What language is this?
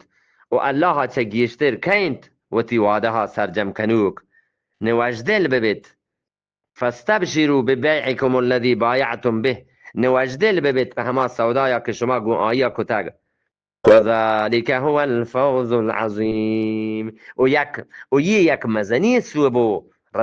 Eastern Balochi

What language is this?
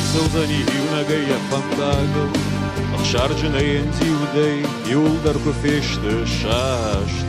Ossetic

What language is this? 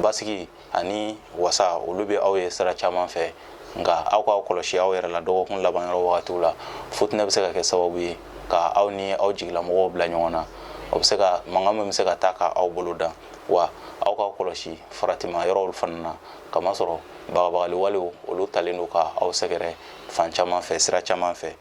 Bambara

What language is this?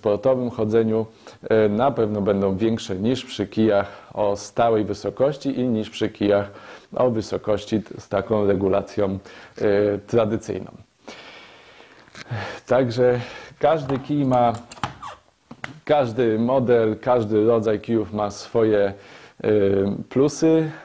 Polish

